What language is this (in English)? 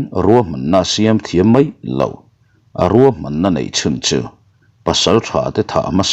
Mizo